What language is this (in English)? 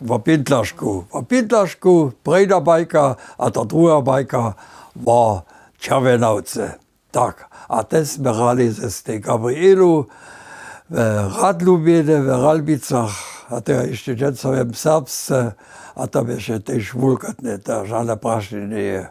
Upper Sorbian